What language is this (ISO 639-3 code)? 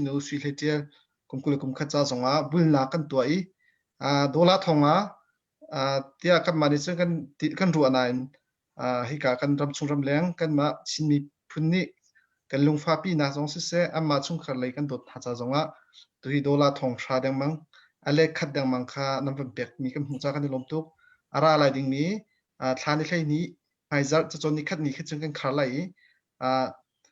cnh